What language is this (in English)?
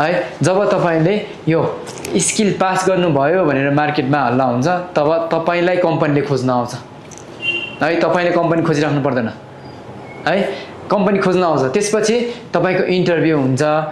Nepali